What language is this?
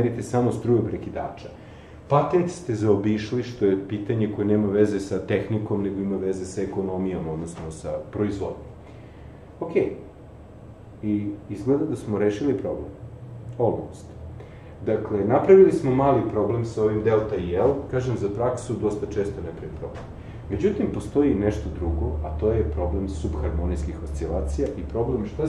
Serbian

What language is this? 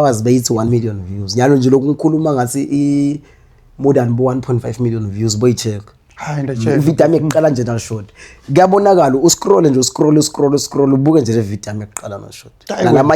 Swati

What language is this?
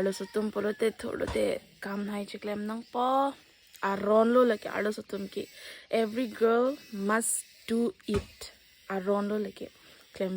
Karbi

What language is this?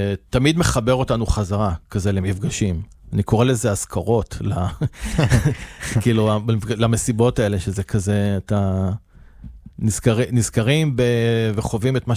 Hebrew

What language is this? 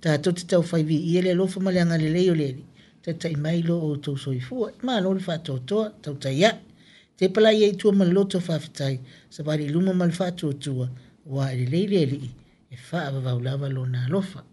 Samoan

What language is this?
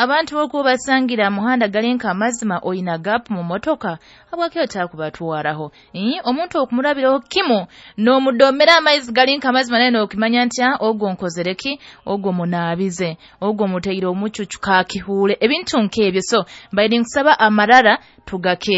Nyoro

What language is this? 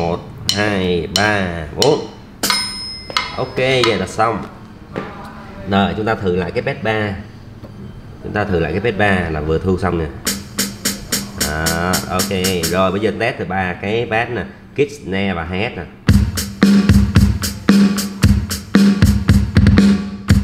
Vietnamese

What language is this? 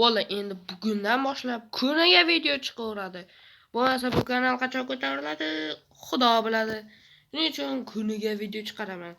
Uzbek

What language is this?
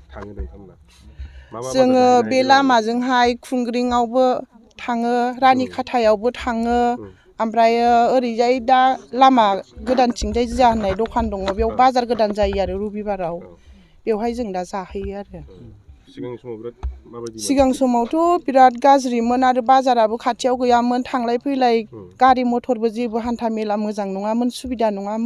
Bodo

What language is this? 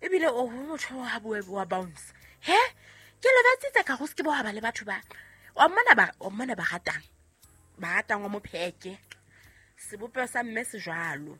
Southern Sotho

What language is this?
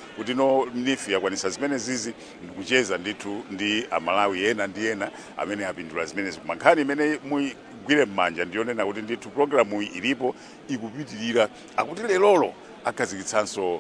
Nyanja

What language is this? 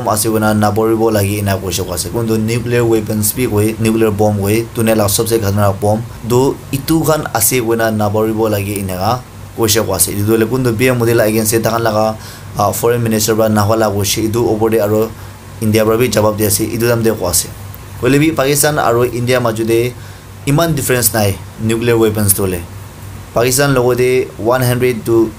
Naga Pidgin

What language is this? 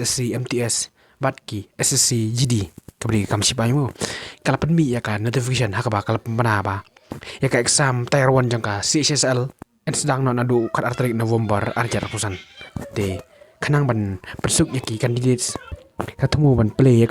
Khasi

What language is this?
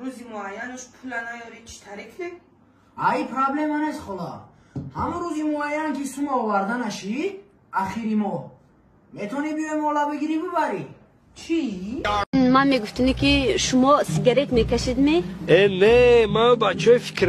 Tajik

